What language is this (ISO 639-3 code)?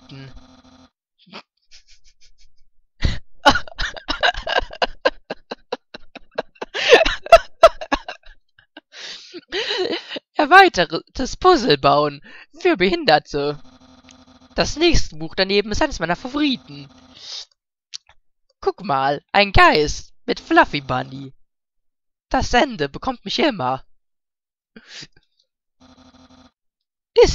deu